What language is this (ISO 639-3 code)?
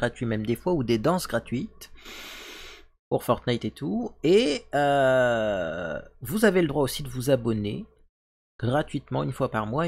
fra